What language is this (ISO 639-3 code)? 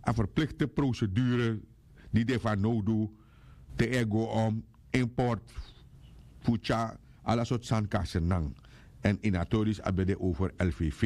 srn